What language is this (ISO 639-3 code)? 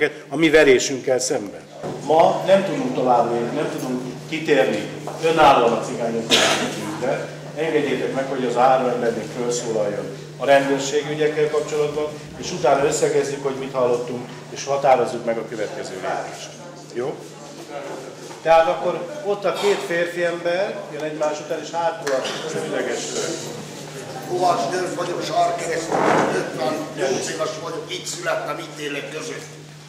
hun